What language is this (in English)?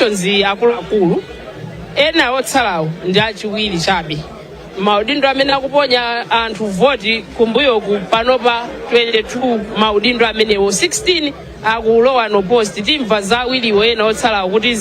Nyanja